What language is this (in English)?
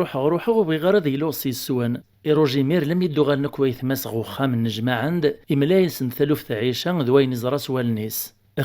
Kabyle